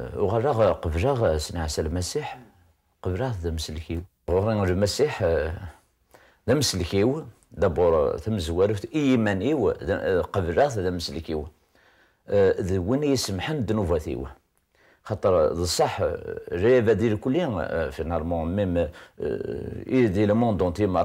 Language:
Kabyle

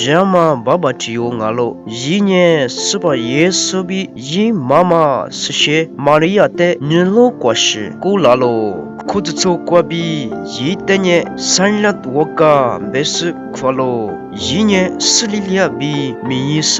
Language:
Lisu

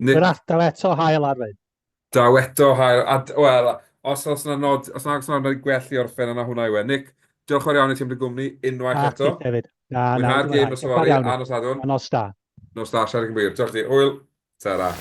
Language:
Welsh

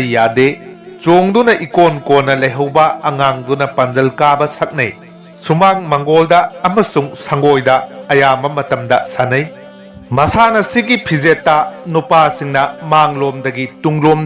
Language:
Manipuri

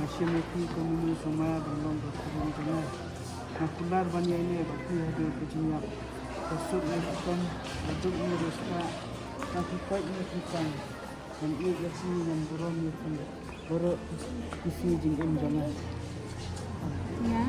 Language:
Khasi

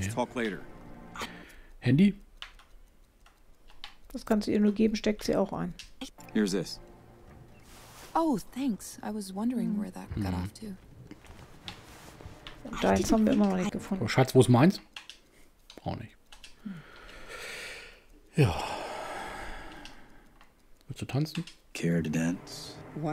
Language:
German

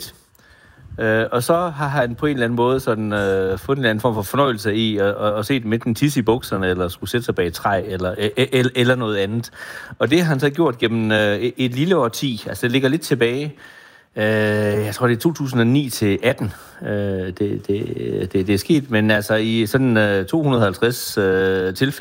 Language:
Danish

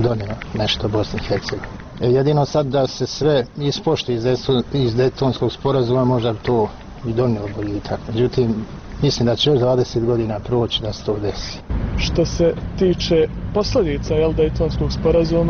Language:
Bosnian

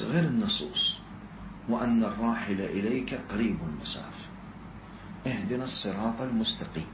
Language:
Mesopotamian Arabic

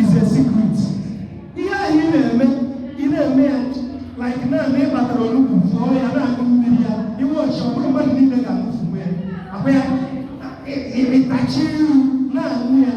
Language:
Igbo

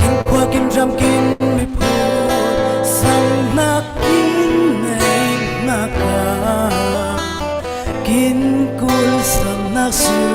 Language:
Falam Chin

